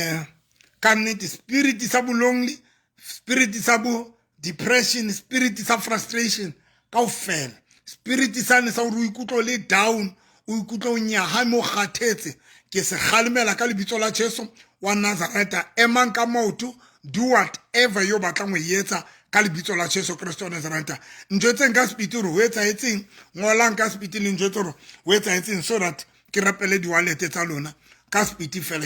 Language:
Southern Sotho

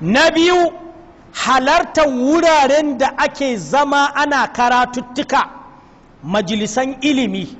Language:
Hausa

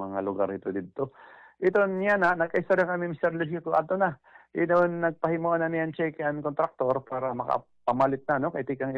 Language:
Waray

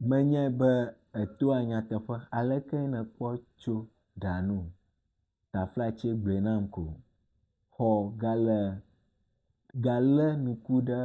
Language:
Ewe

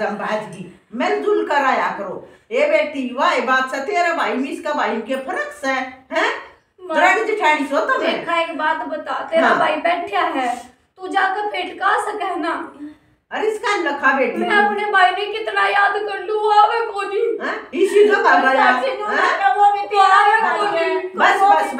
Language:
Haryanvi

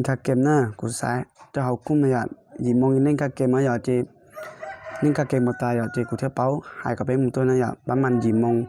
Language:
Hmong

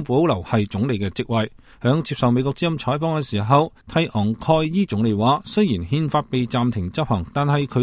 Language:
Cantonese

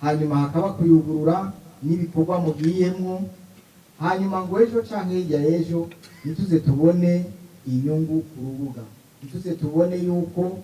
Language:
Rundi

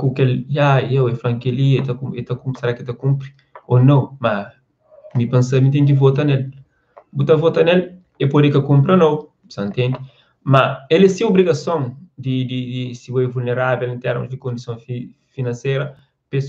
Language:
Kabuverdianu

